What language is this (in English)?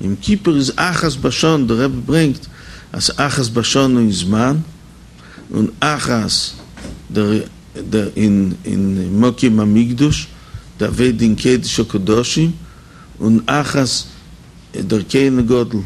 Yiddish